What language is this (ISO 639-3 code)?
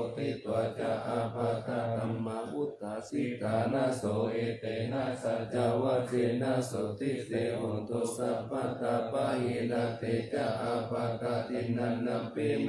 pli